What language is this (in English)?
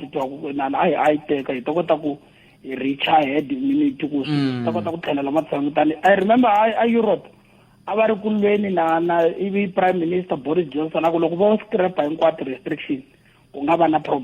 Tsonga